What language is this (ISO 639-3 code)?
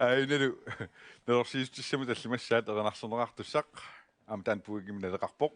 kal